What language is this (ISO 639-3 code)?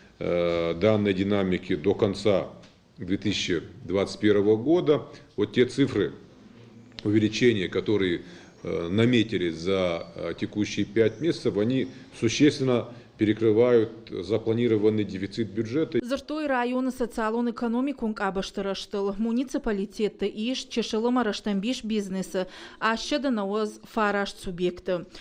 oss